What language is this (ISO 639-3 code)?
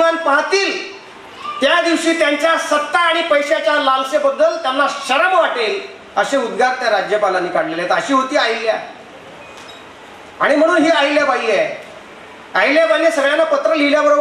mar